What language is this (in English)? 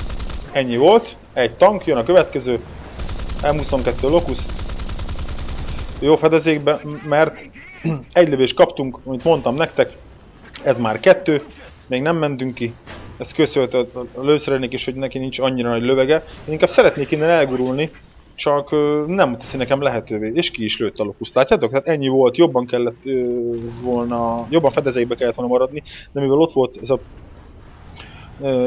Hungarian